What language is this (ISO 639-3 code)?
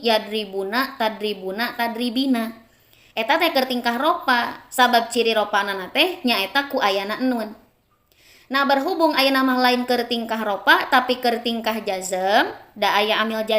sun